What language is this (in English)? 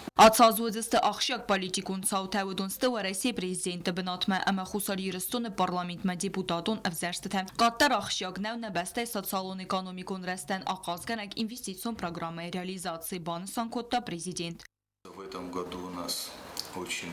Ossetic